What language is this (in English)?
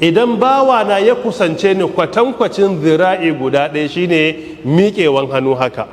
Hausa